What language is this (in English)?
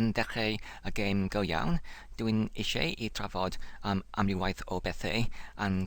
Welsh